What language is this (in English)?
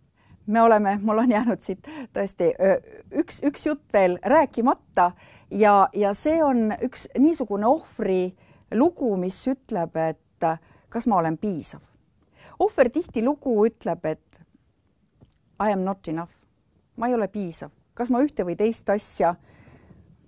Estonian